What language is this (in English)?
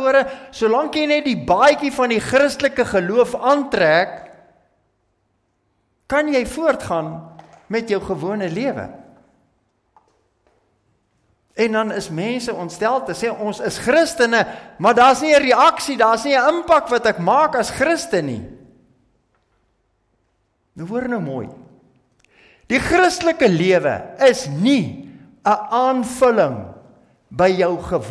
Afrikaans